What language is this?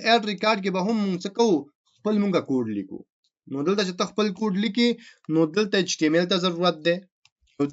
Pashto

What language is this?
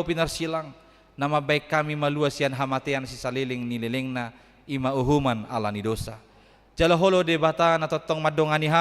Batak Toba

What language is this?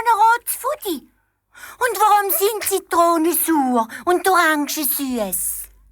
Swiss German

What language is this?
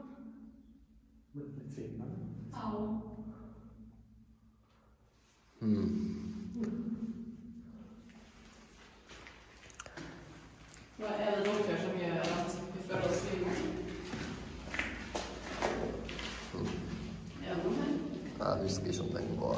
Norwegian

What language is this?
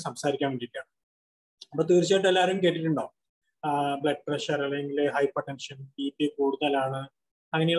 Malayalam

